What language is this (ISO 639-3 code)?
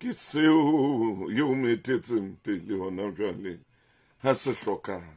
sot